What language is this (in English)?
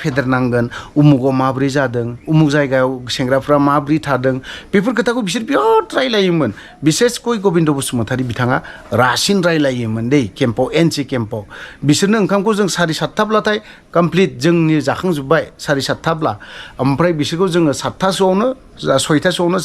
Bodo